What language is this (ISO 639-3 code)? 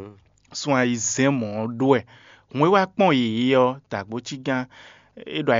fon